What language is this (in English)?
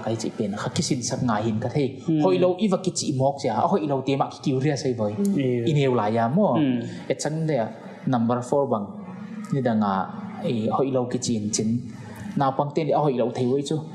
Paite Chin